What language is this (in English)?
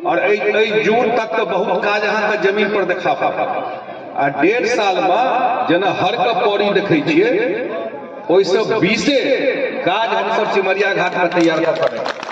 Maithili